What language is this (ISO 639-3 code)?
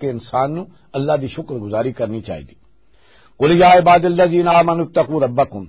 lah